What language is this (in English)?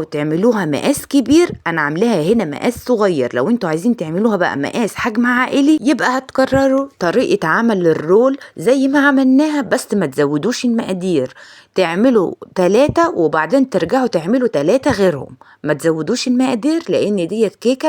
Egyptian Arabic